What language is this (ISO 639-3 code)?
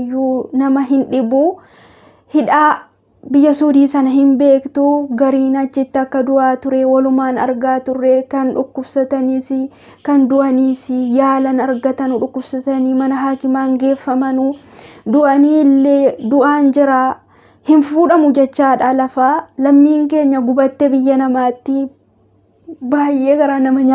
orm